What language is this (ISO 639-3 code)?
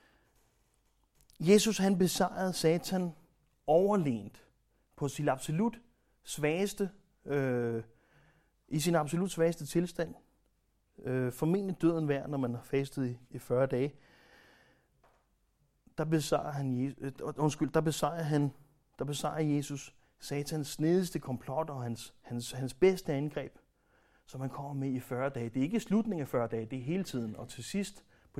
dan